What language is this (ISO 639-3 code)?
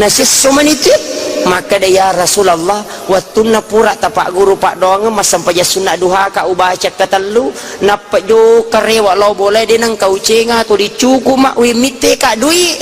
bug